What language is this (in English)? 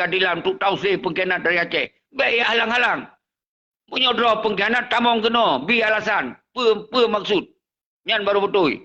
Achinese